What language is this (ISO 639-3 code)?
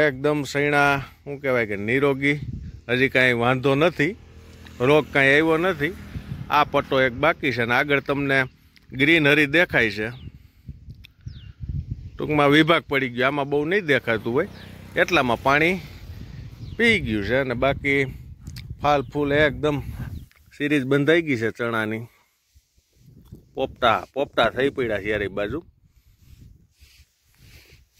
guj